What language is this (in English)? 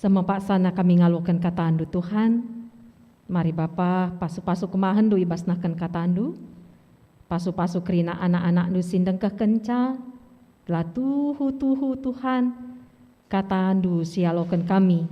Batak Karo